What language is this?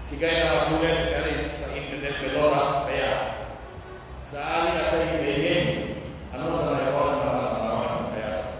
Pular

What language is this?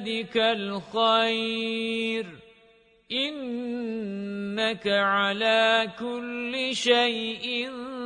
Arabic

